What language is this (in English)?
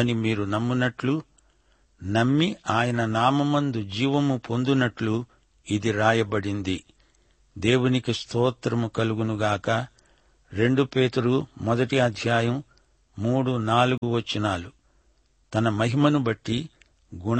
Telugu